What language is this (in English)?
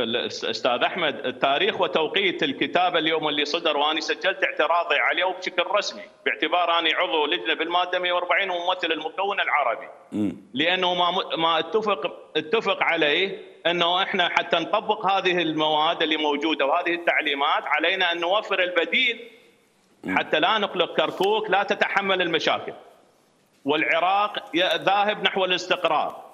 Mesopotamian Arabic